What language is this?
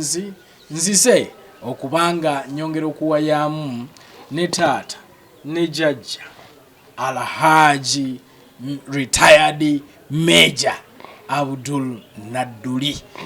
Ganda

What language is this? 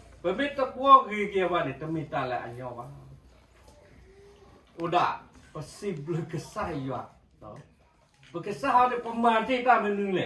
S'gaw Karen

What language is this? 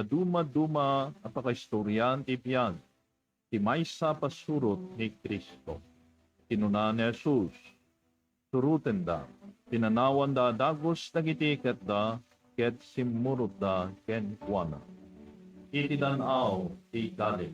Iloko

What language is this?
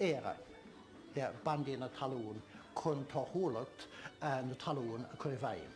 Irish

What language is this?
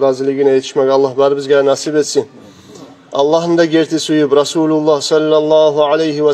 Kumyk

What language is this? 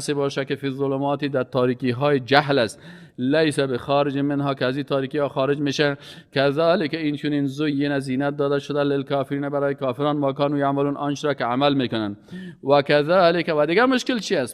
Persian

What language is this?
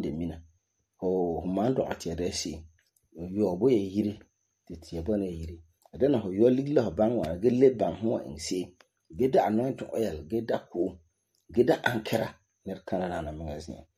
Frafra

